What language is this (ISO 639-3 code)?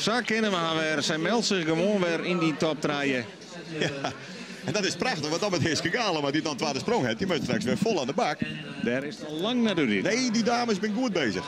fry